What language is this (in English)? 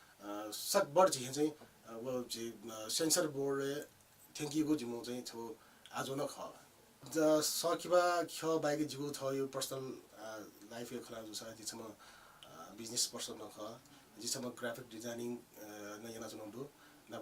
Newari